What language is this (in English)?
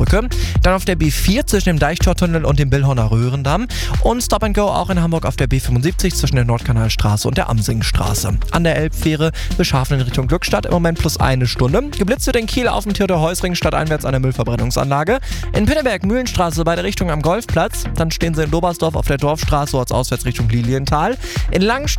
German